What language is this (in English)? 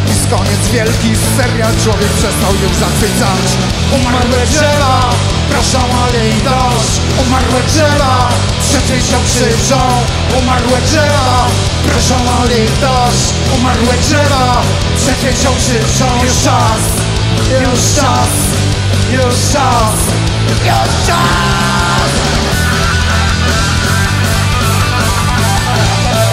Polish